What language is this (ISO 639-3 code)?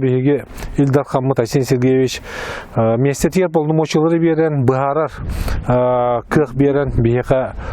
sah